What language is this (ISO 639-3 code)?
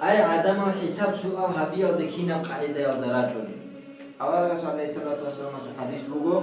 ava